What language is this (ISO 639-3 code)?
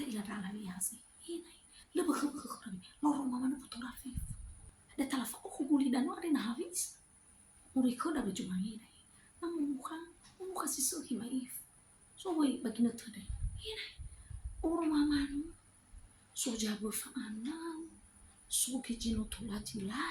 nia